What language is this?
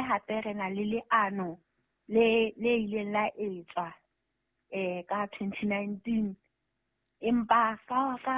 Southern Sotho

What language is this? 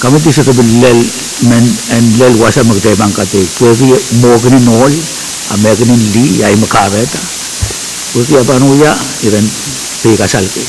Pohnpeian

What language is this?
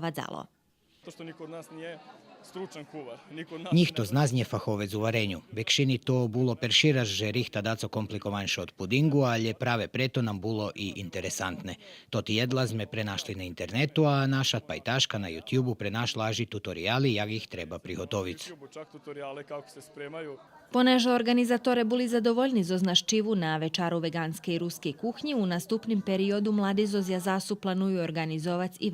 Rusyn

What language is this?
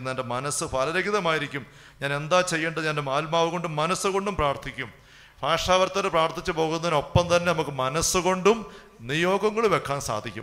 Malayalam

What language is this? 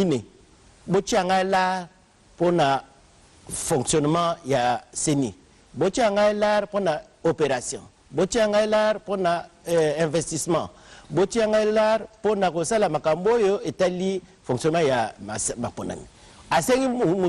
Lingala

